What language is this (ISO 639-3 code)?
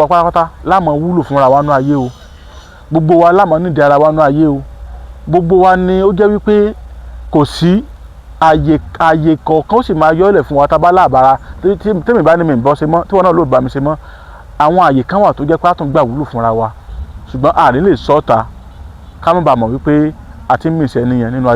yor